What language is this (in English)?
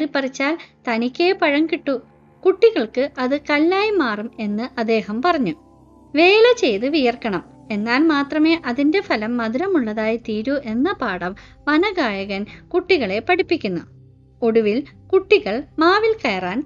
Malayalam